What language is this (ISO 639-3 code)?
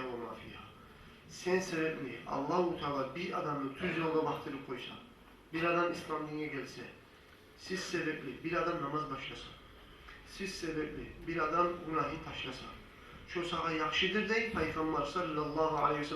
kum